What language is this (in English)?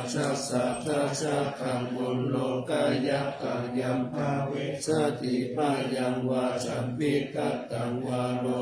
Pali